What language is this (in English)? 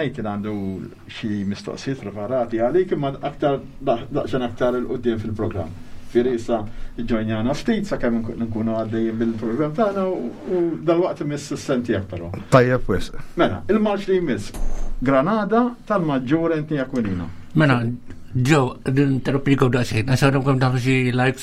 Maltese